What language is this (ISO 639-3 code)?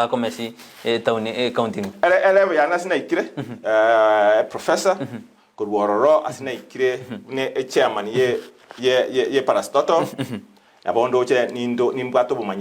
guz